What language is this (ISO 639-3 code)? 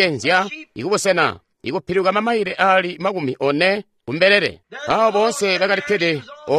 toi